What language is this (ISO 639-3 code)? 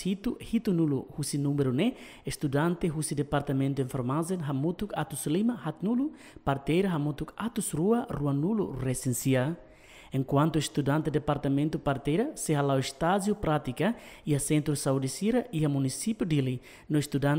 tet